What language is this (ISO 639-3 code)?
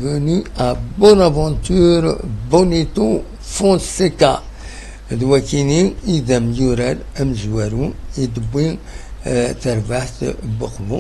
kab